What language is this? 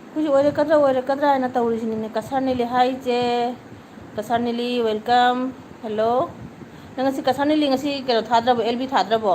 Manipuri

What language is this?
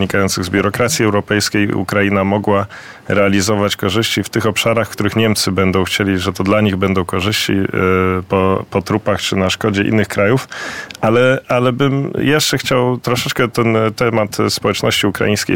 Polish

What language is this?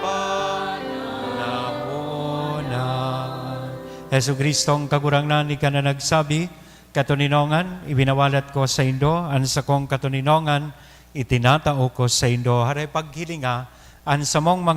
Bikol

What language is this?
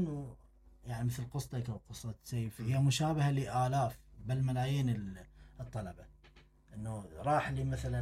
Mesopotamian Arabic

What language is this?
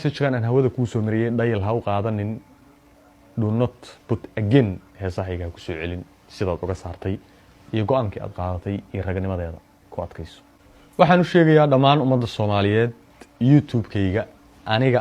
Somali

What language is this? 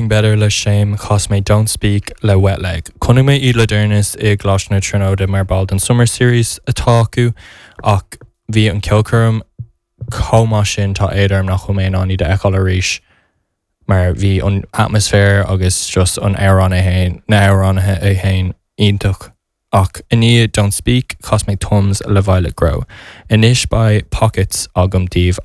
Irish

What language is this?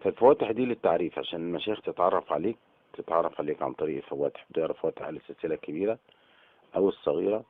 Egyptian Arabic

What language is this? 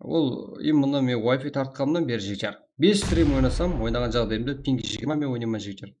Kara-Kalpak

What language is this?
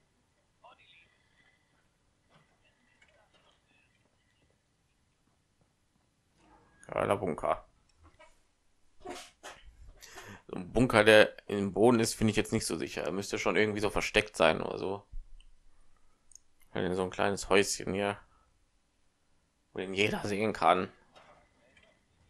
German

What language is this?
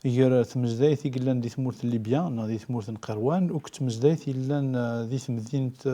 Kabyle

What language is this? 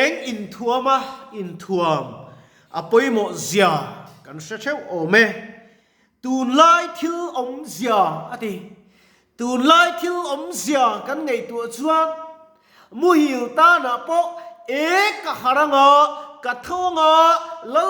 Mizo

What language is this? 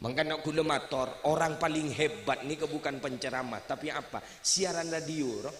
Madurese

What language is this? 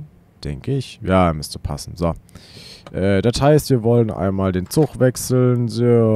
German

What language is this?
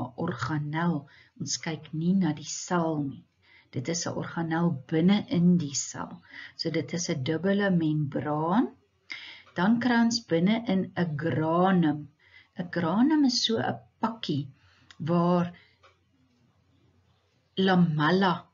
Afrikaans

